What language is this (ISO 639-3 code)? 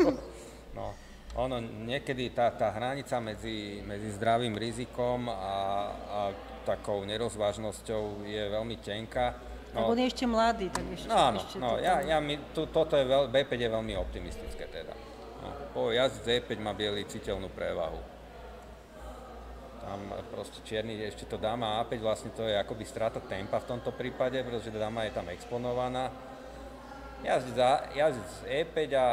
slk